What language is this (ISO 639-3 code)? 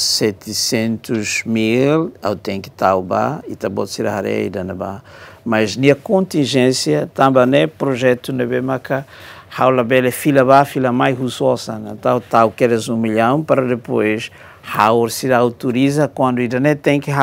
tet